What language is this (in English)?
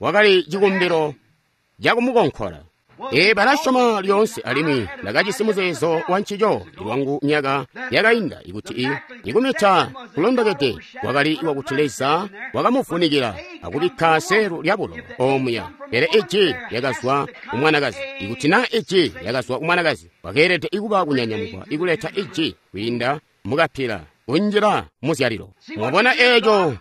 Tonga (Zambia)